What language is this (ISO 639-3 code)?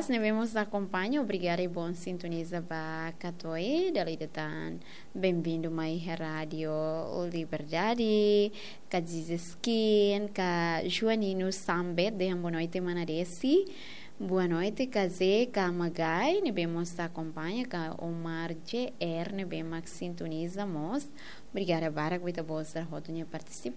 tet